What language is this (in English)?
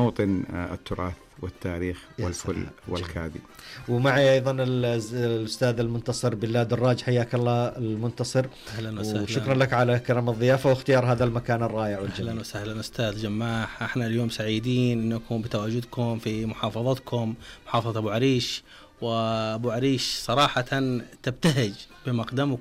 Najdi Arabic